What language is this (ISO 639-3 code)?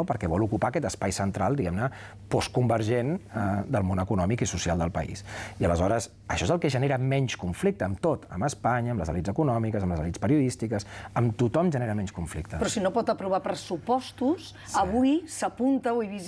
cat